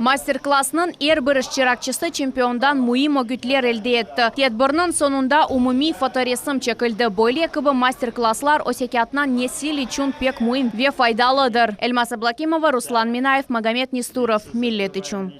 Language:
Crimean Tatar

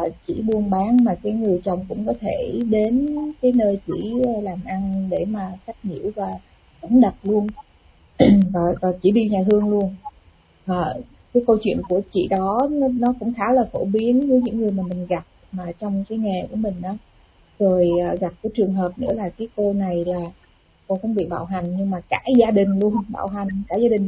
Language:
Vietnamese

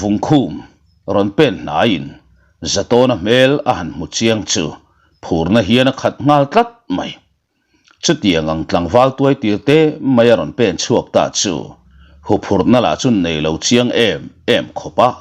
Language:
Mizo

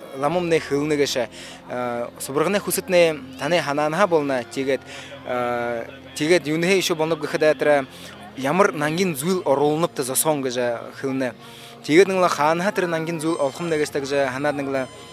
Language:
Buriat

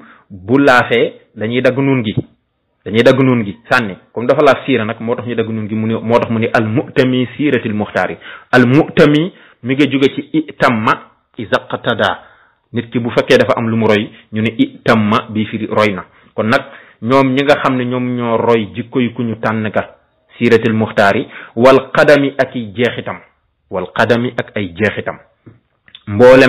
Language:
Wolof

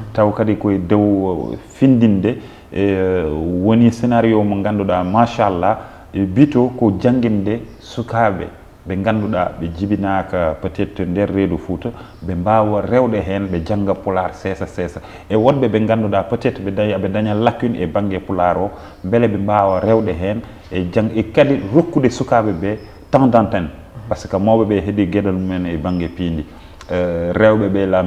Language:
Fula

